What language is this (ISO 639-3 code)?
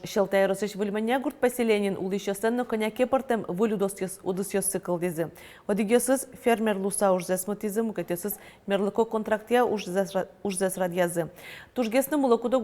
udm